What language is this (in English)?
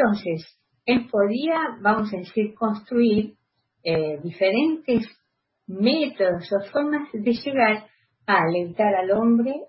Spanish